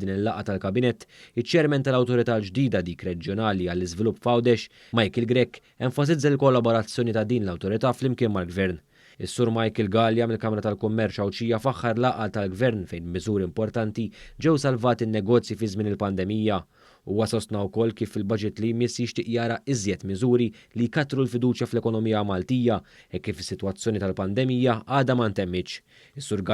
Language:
Maltese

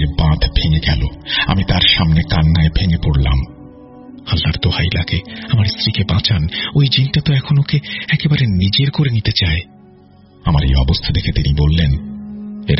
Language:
Bangla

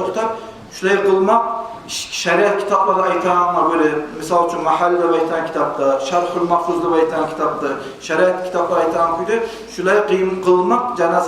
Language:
Kumyk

